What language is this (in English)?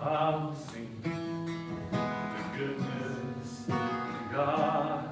S'gaw Karen